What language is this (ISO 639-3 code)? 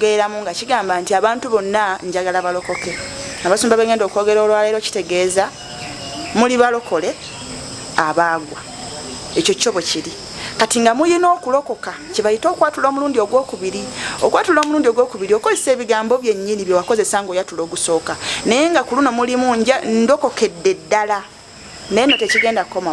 lug